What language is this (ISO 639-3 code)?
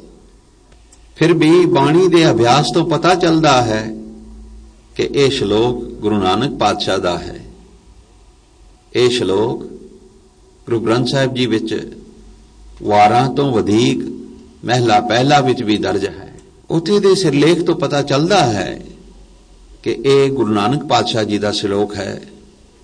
pan